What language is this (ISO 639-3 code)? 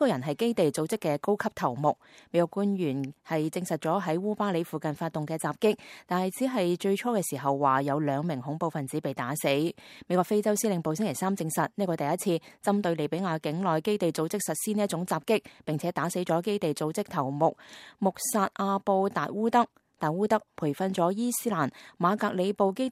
yue